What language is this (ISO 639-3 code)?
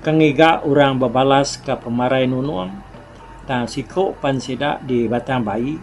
iba